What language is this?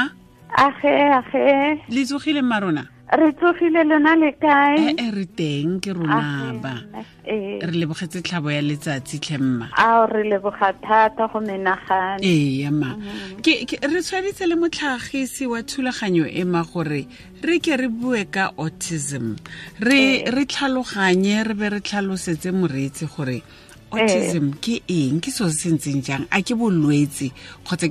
Tswana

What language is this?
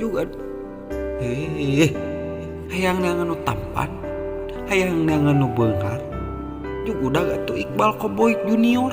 Sundanese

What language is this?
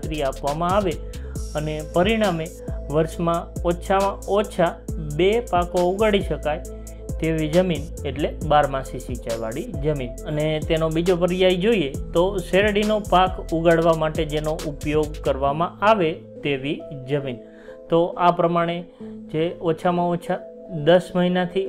Gujarati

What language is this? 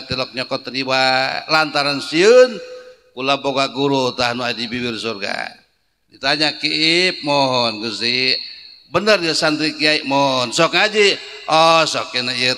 Sundanese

